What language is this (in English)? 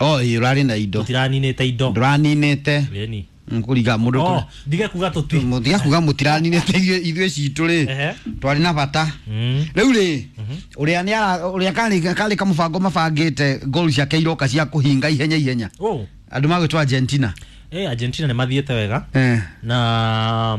Kikuyu